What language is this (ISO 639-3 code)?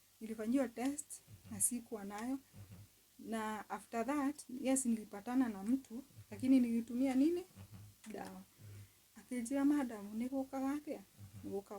kik